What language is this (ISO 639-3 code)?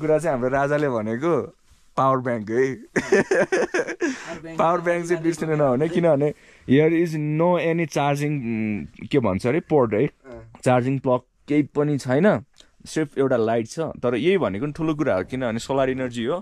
nep